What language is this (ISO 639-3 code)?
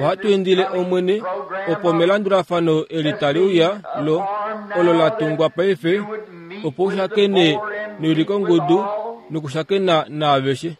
kua